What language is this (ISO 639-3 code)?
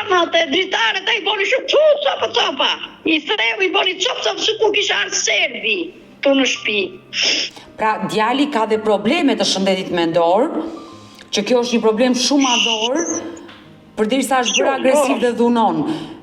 sqi